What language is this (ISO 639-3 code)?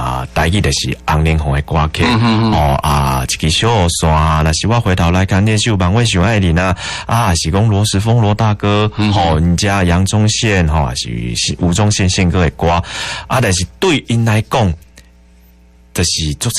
nan